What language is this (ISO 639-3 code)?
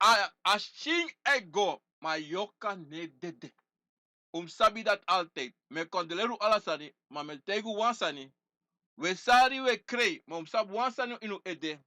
srn